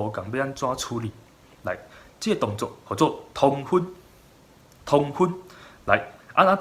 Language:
Min Nan Chinese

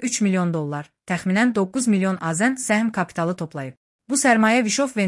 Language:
Azerbaijani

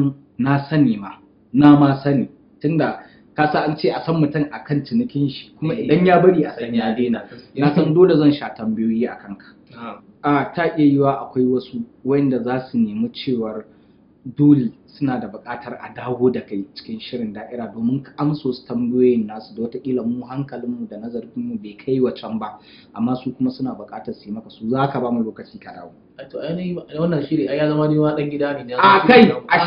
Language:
Hausa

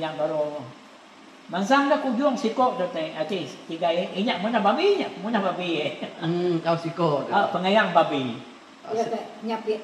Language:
Iban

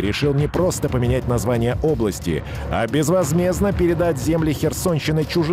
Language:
Russian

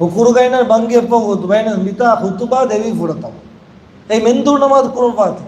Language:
Divehi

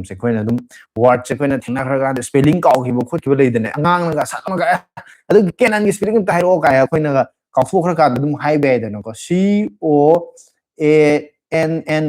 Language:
Manipuri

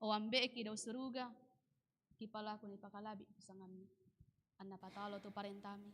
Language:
Toraja-Sa'dan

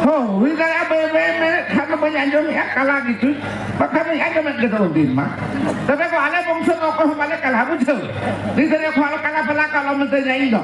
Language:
Santali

